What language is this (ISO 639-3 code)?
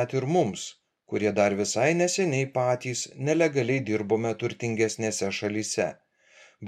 lit